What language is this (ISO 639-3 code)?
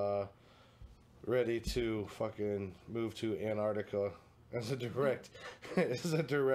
eng